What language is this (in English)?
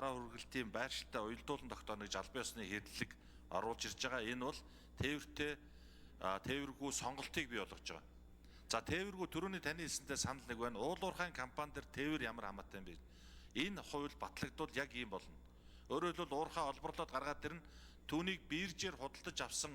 Mongolian